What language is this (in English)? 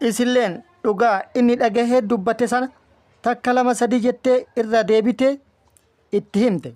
Oromo